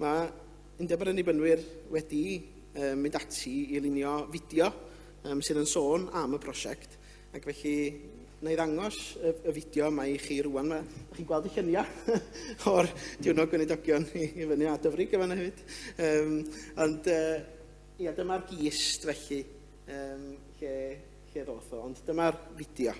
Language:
Welsh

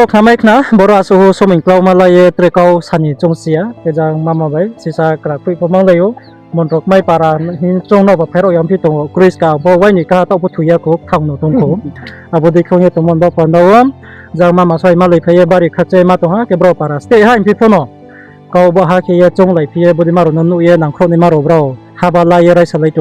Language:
Riang (India)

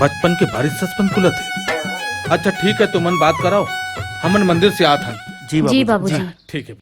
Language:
Chhattisgarhi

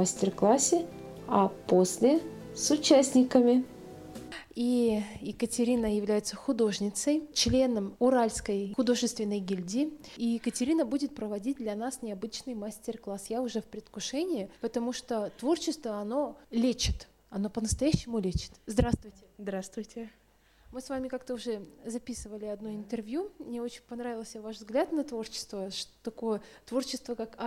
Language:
Russian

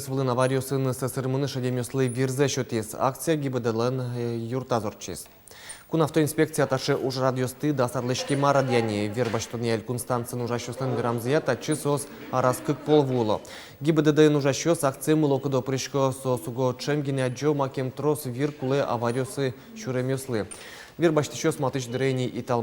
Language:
Udmurt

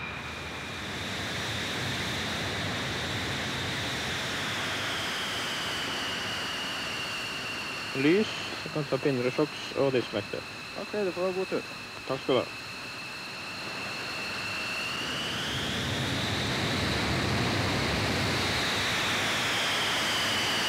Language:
Norwegian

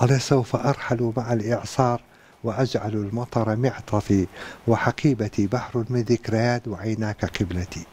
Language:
Central Kurdish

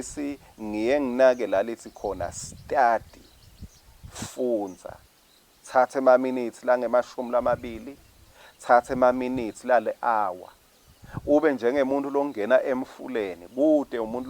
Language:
Swati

